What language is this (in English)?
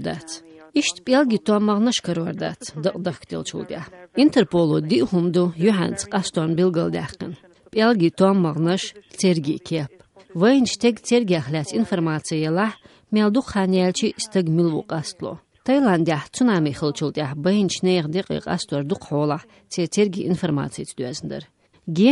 Chechen